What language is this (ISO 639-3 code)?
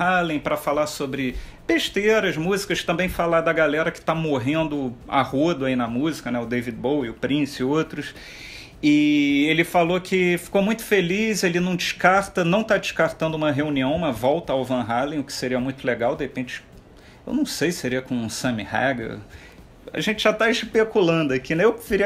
por